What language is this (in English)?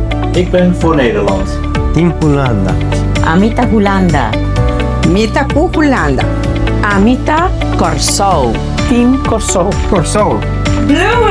Papiamento